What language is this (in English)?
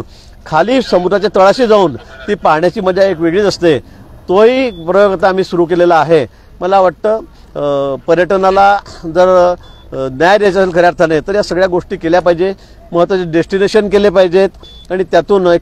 Marathi